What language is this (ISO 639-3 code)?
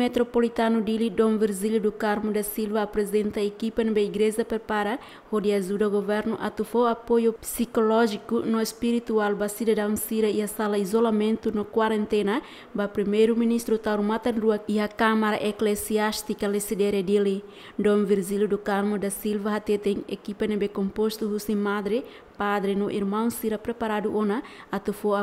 tet